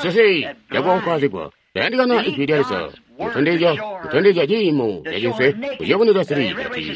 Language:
Tonga (Zambia)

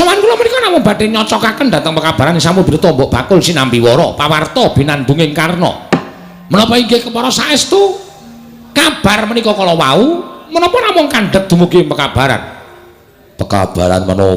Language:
Javanese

